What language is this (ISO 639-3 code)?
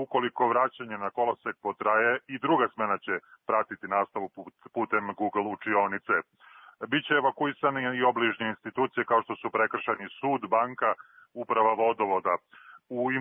srp